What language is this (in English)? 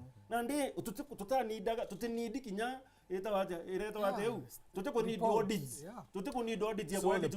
Meru